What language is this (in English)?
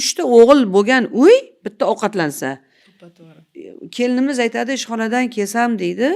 Uzbek